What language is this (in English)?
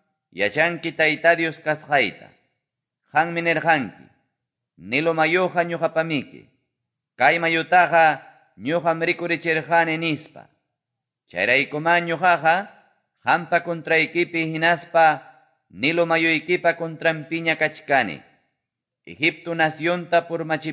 Quechua